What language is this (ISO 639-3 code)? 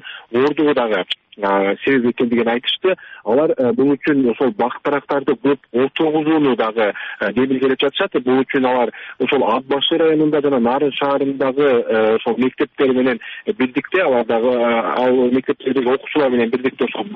kir